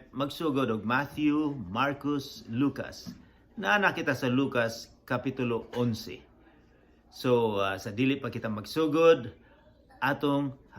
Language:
Cebuano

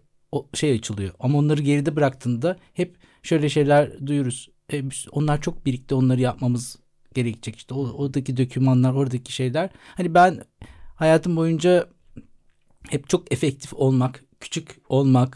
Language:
Turkish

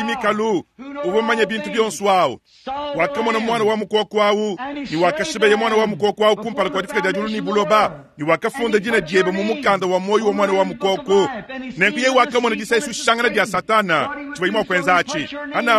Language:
Luba-Lulua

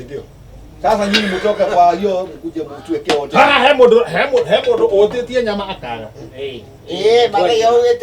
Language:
Kikuyu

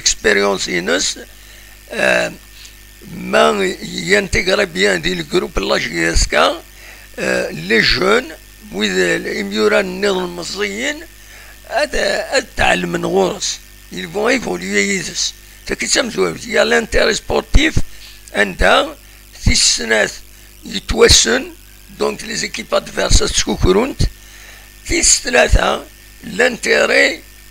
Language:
Kabyle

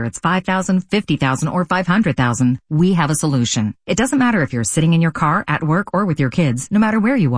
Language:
English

